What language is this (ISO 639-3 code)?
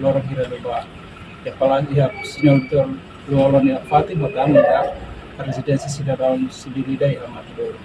tet